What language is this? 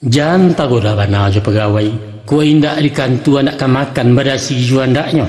Minangkabau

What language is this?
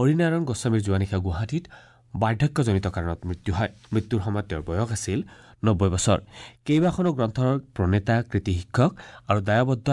Assamese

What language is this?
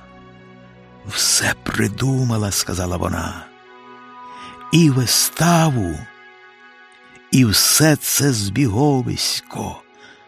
Ukrainian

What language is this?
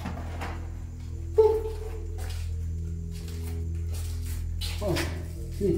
Malay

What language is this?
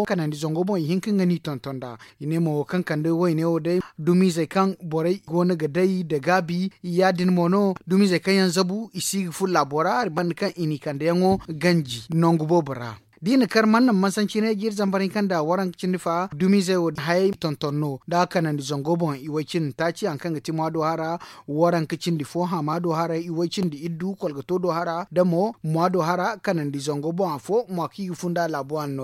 Zarma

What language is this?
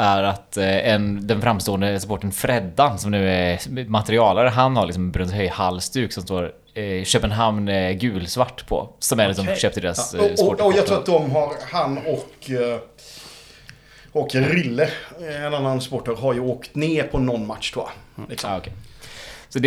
Swedish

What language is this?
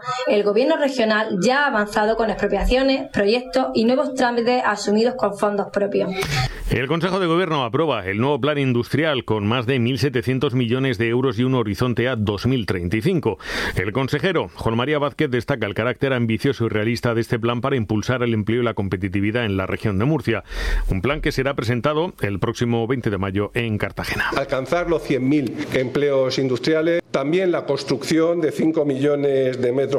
Spanish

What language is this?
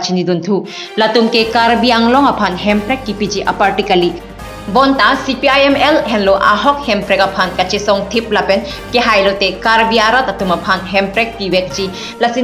Karbi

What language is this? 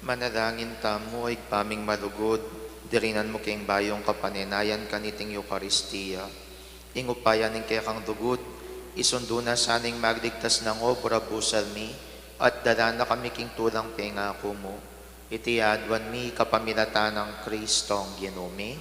Pampanga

